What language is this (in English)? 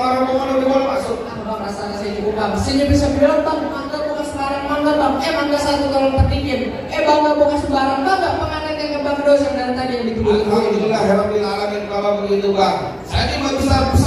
Betawi